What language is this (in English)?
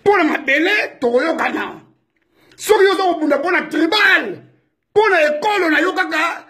Lingala